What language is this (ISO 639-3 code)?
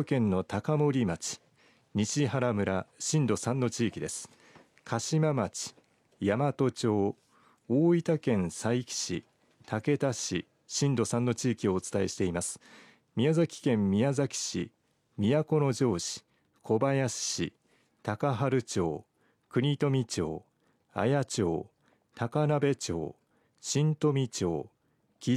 jpn